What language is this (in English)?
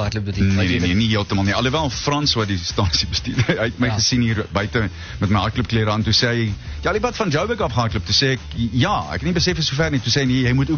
Afrikaans